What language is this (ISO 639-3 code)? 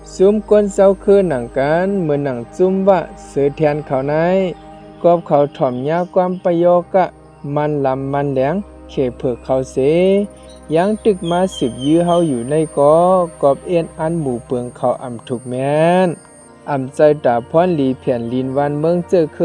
shn